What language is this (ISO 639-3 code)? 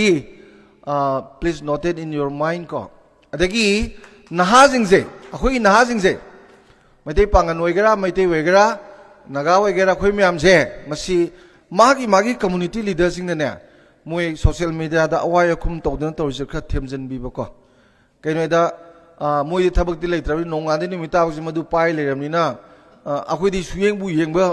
mni